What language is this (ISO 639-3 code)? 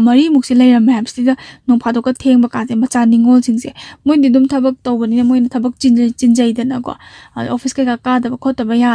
mni